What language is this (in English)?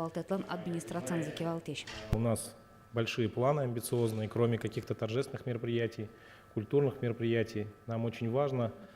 Udmurt